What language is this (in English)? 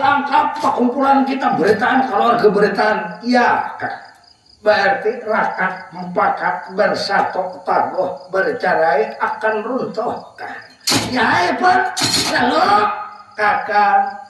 Banjar